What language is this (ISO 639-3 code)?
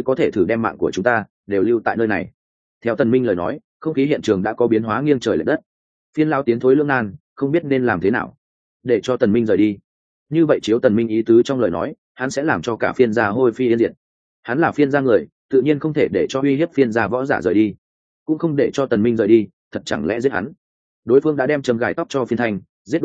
vie